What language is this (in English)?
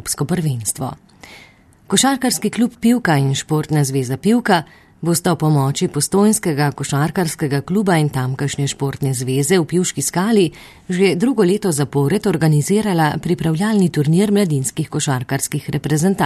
Slovenian